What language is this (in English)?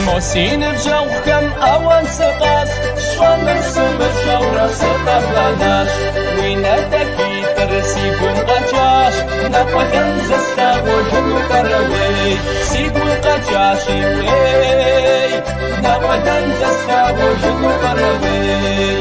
Kabardian